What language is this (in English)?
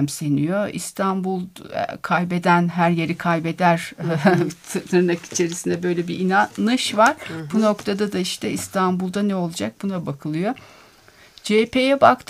Turkish